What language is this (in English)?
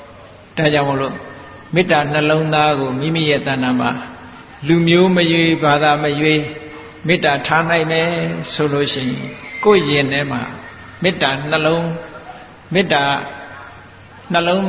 Burmese